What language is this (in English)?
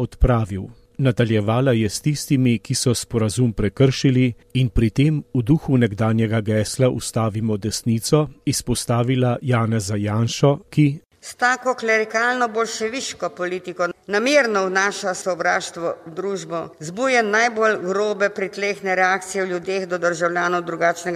Slovenian